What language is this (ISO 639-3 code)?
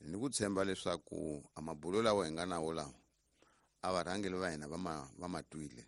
tso